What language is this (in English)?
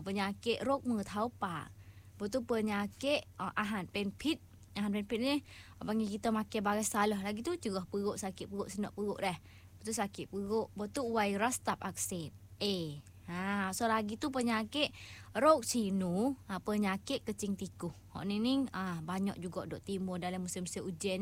Malay